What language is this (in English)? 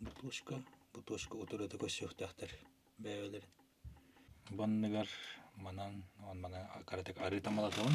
Yakut